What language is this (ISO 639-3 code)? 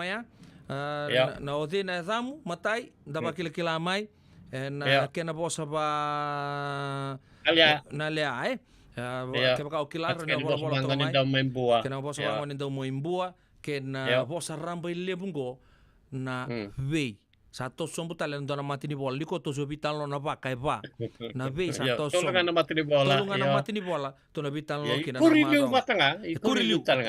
fij